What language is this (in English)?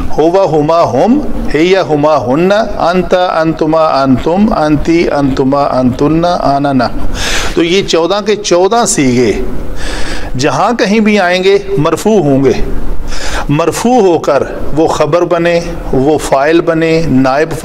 Urdu